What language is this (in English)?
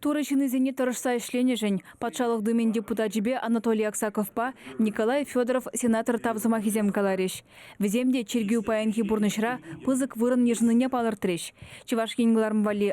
Chuvash